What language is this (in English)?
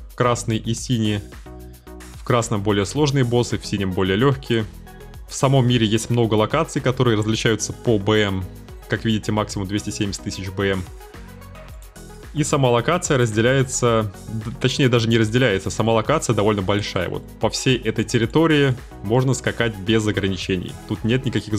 Russian